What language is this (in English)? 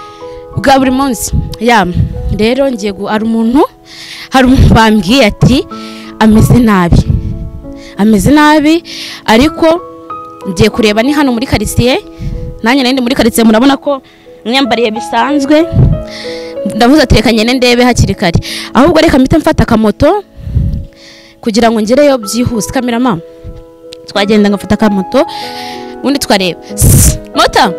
Kinyarwanda